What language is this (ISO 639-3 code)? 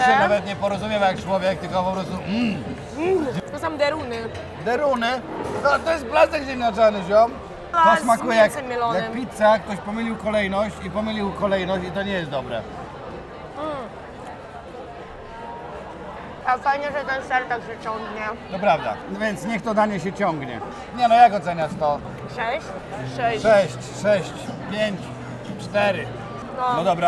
pol